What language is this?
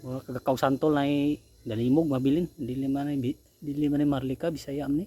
Cebuano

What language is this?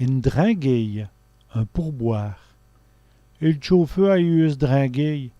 Walloon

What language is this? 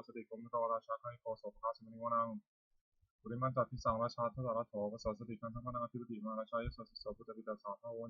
Pali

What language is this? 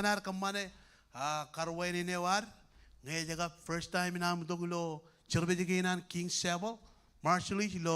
Marshallese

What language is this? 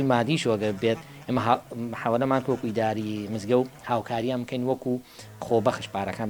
Central Kurdish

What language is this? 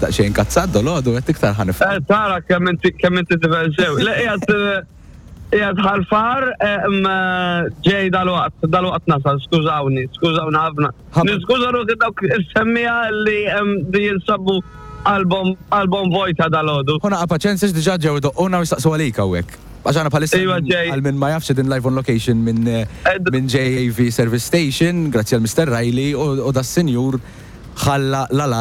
Maltese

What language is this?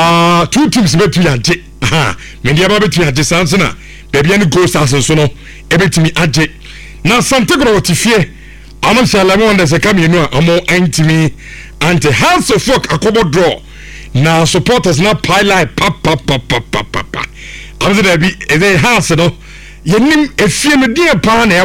Akan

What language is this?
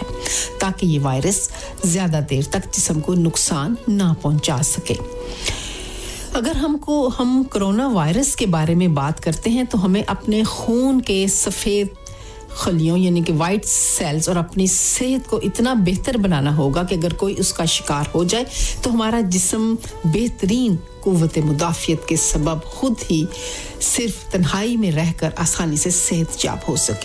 Urdu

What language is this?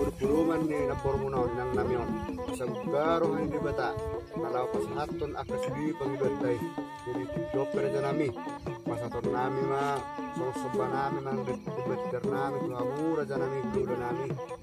Batak Toba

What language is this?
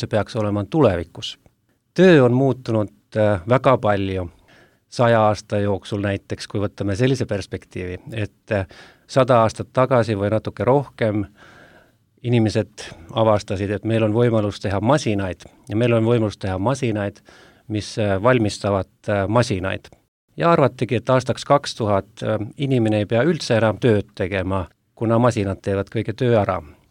Estonian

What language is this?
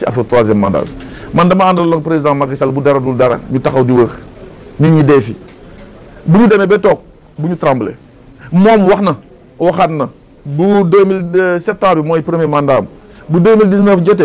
Wolof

